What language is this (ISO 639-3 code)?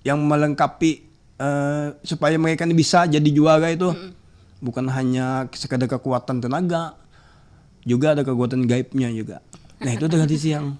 bjn